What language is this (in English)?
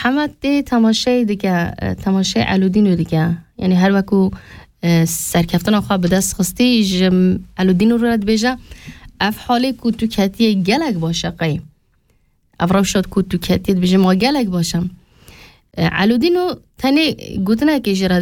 Kurdish